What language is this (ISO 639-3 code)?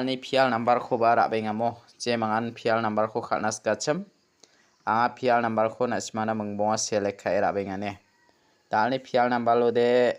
grt